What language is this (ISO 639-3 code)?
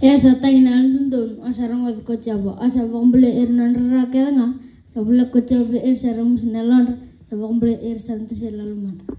fij